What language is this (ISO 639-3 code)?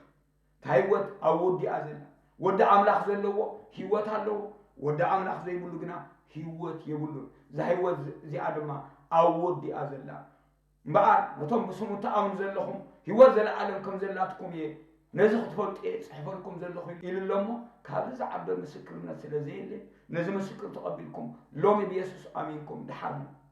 tir